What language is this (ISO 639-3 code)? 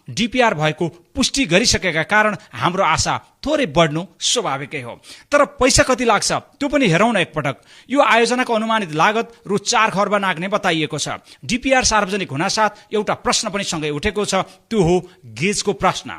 nep